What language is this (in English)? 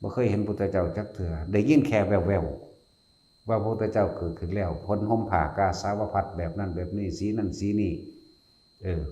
Lao